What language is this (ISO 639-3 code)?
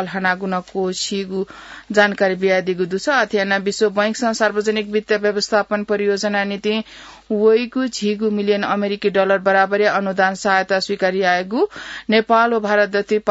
new